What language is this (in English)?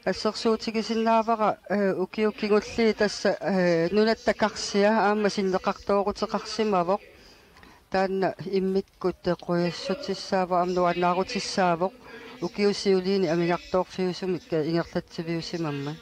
Kalaallisut